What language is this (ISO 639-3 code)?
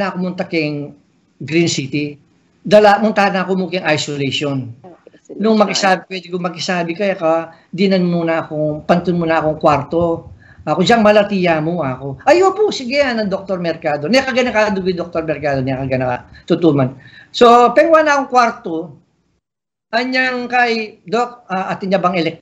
pam